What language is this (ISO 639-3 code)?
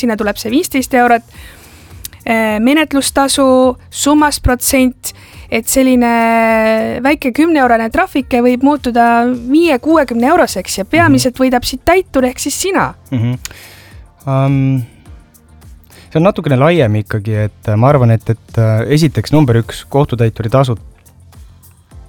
est